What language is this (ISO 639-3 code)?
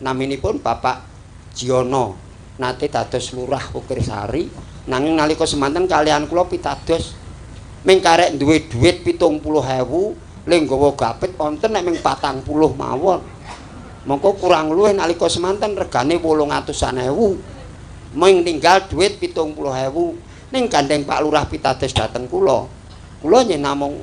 jav